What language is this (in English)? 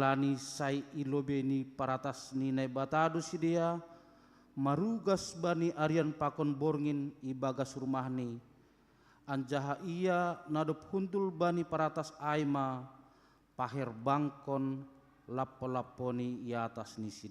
Batak Simalungun